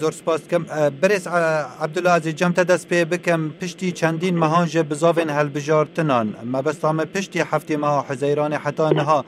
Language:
Kurdish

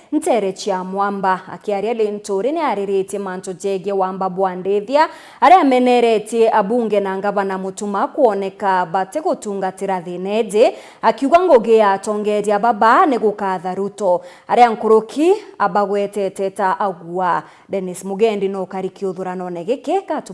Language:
Meru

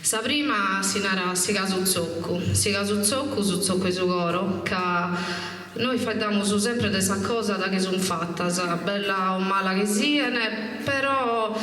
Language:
Sardinian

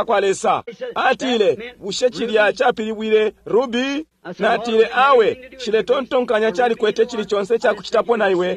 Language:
Bemba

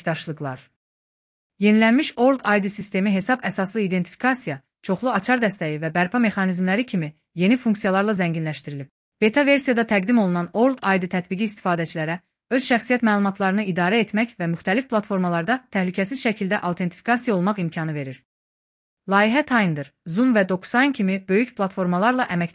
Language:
Azerbaijani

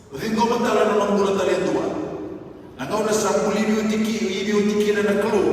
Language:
Fijian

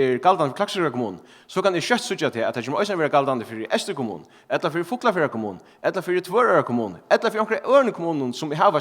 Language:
Faroese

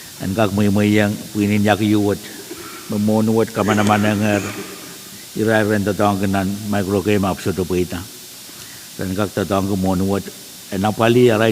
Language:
Pohnpeian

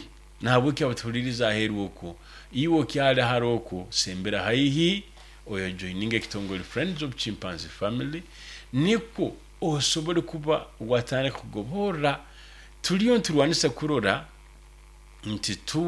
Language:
Nyoro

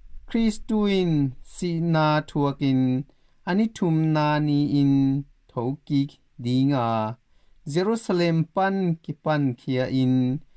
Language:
Tedim Chin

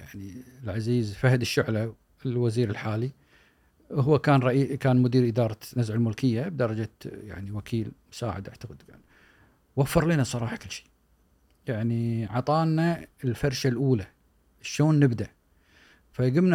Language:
Gulf Arabic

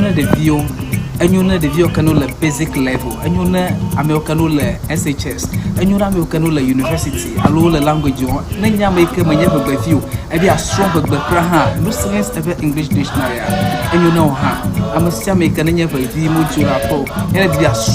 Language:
Ewe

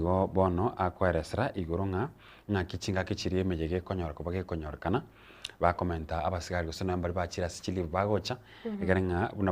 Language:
Gusii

